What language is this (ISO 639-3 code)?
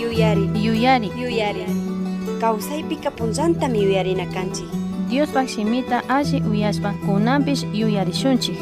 qug